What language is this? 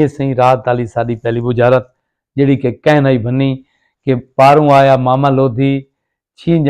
Saraiki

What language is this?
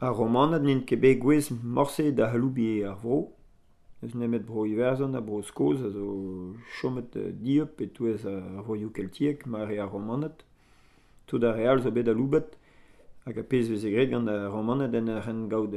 Breton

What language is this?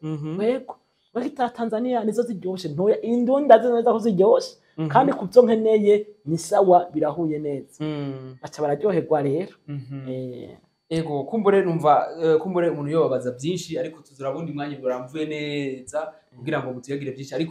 Rundi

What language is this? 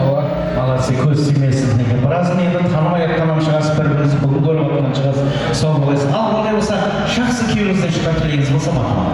Kara-Kalpak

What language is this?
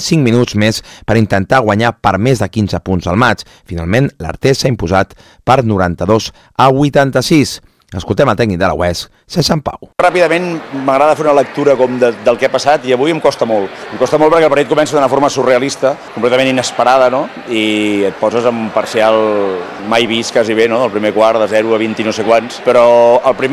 Catalan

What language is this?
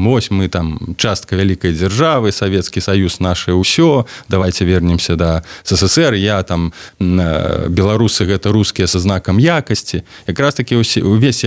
Belarusian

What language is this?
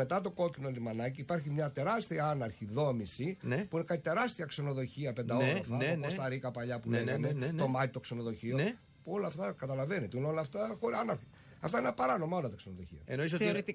Greek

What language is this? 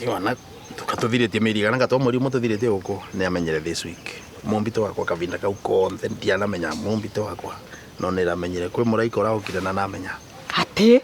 Kikuyu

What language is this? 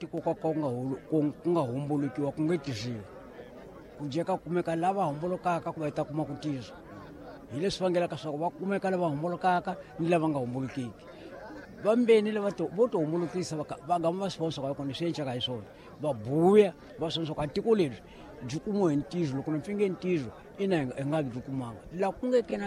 Tsonga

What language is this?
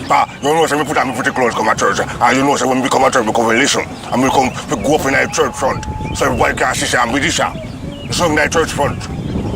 Jamaican Creole English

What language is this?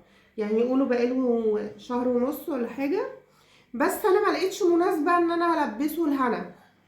Egyptian Arabic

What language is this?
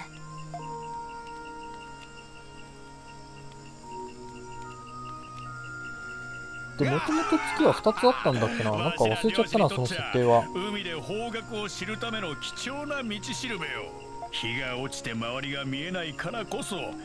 Japanese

